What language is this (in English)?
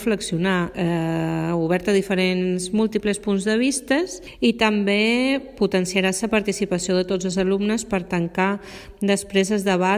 Catalan